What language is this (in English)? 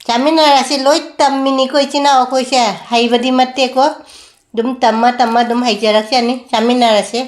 Manipuri